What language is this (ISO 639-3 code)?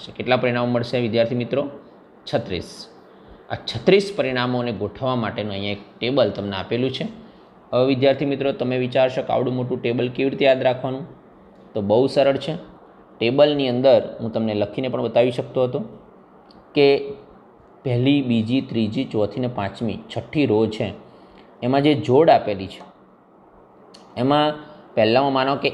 guj